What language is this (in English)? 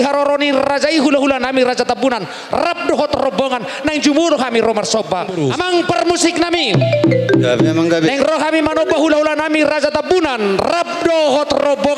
Batak Toba